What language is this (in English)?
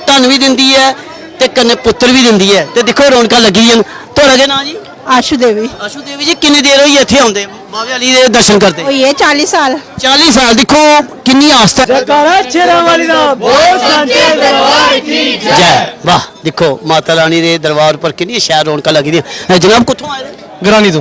Dogri